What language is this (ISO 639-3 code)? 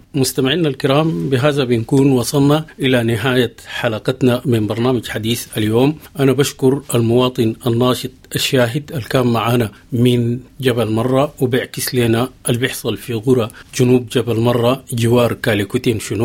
apd